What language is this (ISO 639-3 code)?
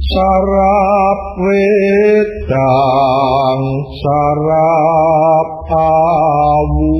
jav